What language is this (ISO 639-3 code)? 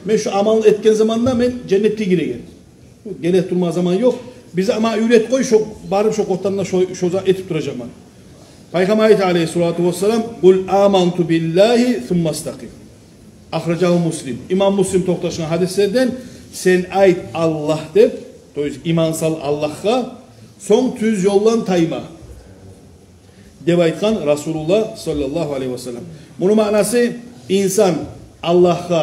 kum